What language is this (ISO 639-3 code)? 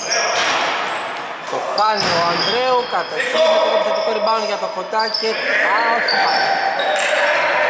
ell